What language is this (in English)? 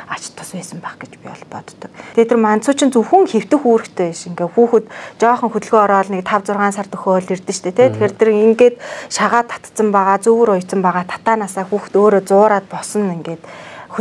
Mongolian